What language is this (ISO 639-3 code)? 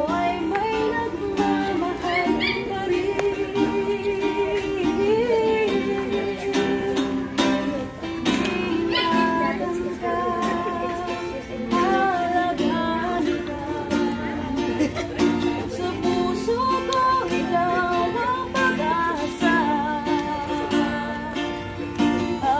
fil